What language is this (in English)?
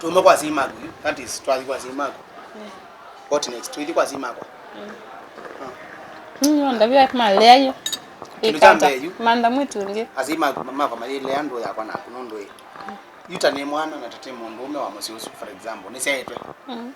Kamba